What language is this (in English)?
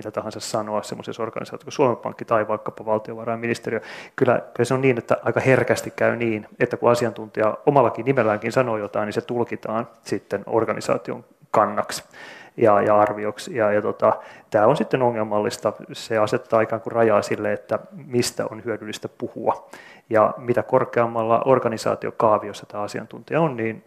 Finnish